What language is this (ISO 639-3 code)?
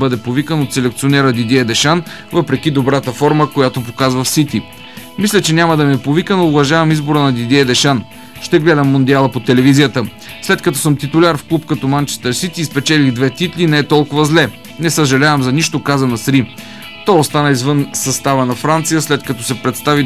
bul